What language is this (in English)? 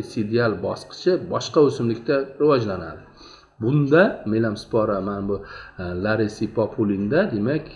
Uzbek